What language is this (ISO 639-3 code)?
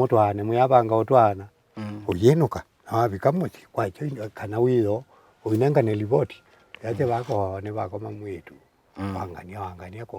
kam